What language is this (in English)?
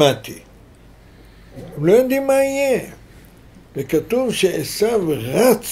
Hebrew